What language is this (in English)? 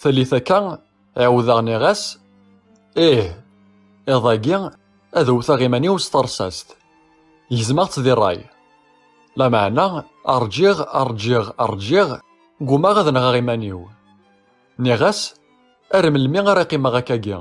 Kabyle